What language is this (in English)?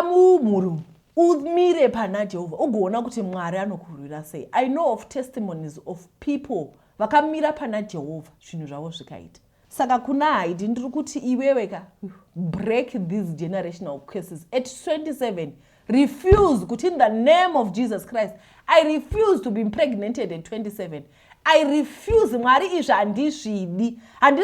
Shona